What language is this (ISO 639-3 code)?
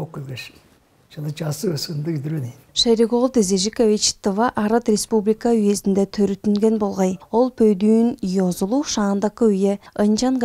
tyv